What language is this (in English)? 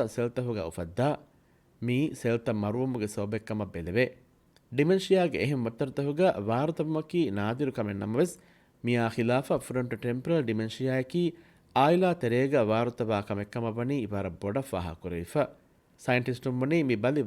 Divehi